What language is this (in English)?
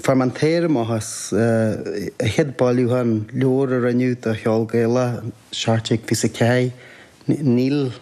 Irish